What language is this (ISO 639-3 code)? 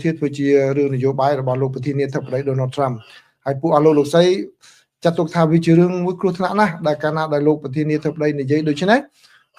khm